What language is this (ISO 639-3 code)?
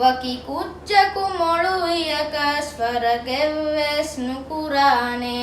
div